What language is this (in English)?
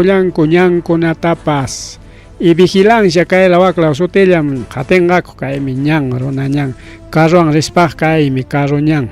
Ayacucho Quechua